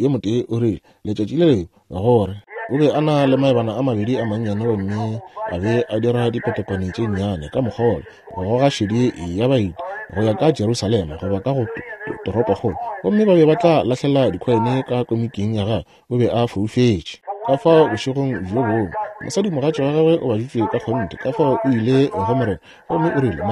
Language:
Northern Sotho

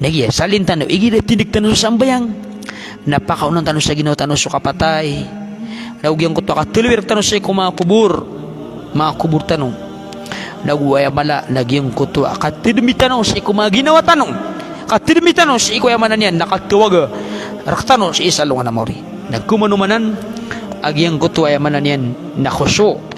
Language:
Maranao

